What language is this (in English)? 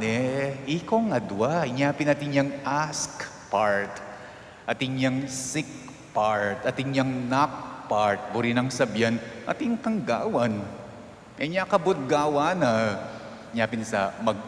Pampanga